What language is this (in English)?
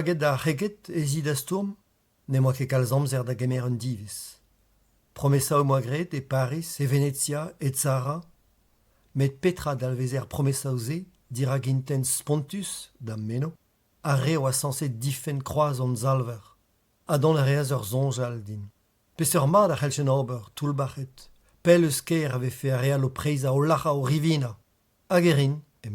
Breton